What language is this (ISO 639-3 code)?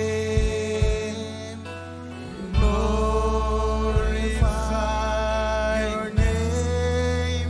mah